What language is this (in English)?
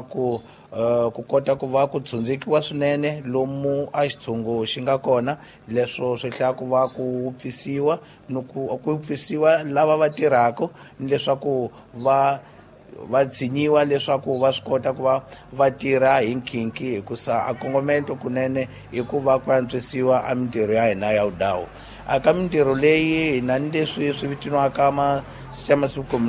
Tsonga